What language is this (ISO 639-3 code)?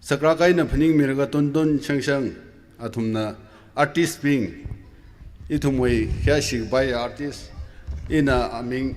nmf